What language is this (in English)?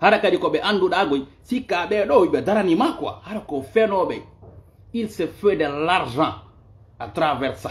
Fula